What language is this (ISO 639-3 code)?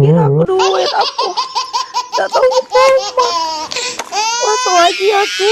mui